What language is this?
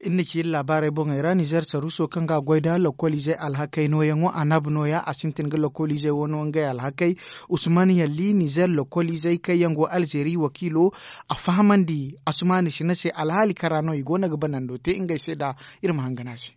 Zarma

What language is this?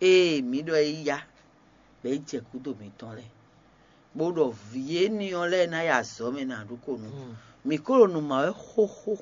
Fon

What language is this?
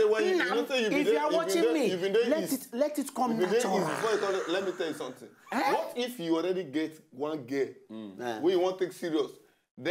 Nigerian Pidgin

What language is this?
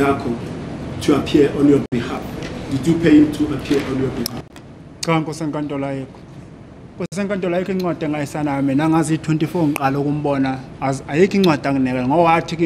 Zulu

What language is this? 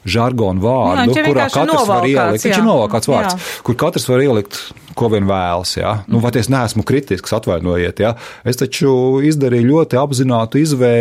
Latvian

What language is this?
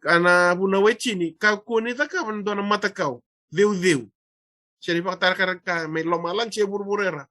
Fijian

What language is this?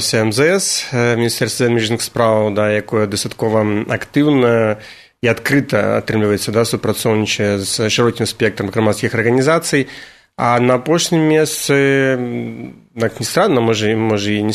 Belarusian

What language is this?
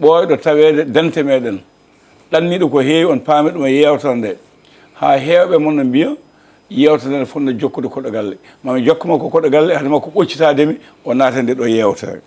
Fula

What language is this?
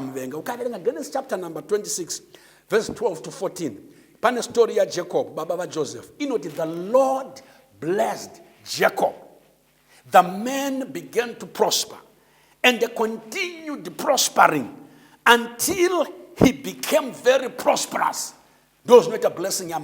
Shona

